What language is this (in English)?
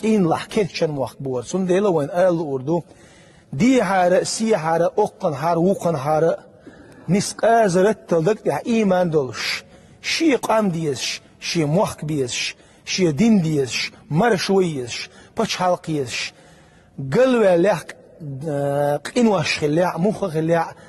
Chechen